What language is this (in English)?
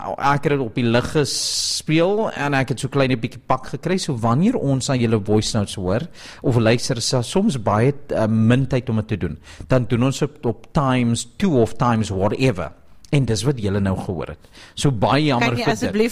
Afrikaans